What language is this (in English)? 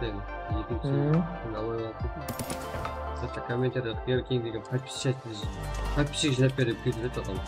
Kara-Kalpak